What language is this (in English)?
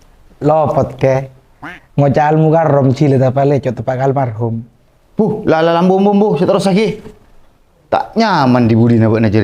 Madurese